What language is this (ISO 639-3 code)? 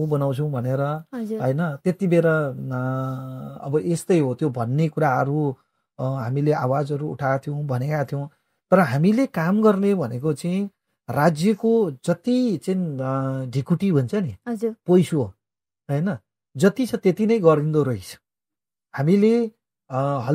nep